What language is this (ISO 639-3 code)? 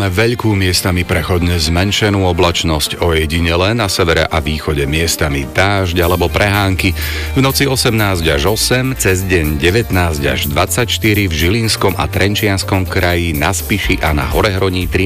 slk